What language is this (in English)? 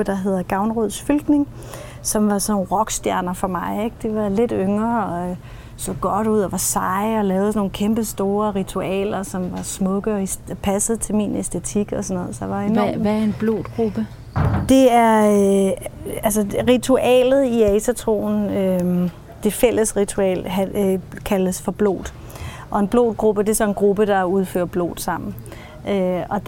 Danish